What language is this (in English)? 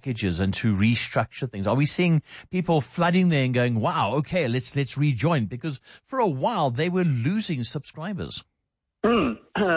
English